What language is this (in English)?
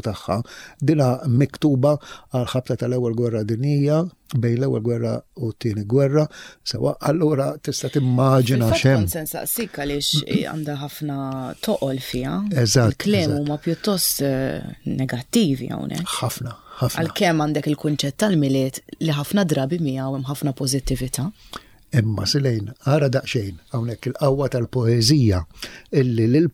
Maltese